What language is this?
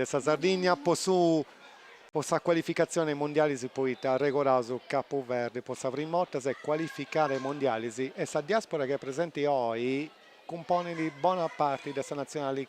Sardinian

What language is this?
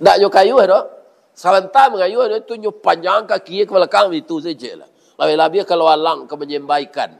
Minangkabau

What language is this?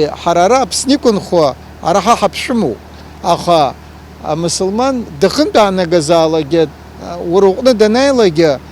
Abkhazian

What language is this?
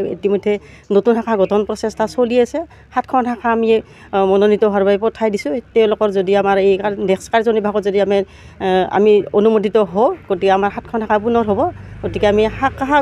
Assamese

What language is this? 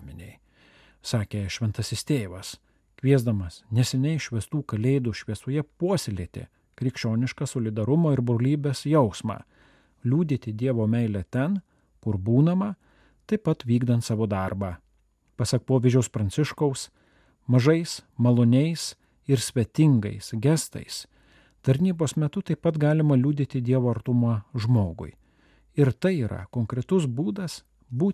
Lithuanian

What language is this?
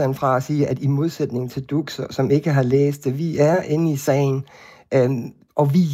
Danish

